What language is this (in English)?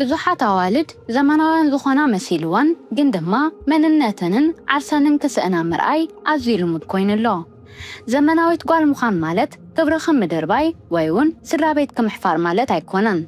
Tigrinya